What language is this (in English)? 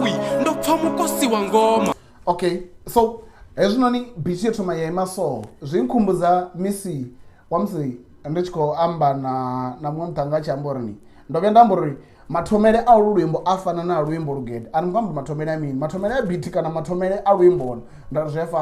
Venda